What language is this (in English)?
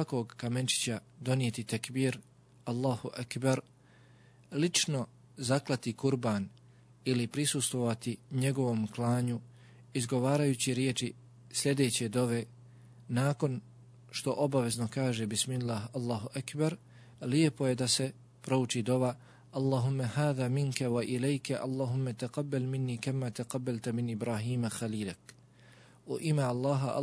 Bosnian